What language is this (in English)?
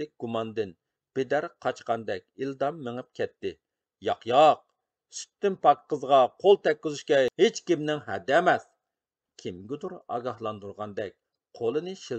Uyghur